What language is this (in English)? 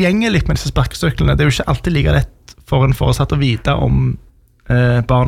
Norwegian